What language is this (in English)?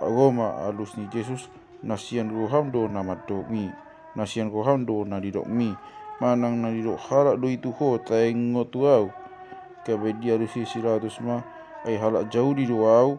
Batak Toba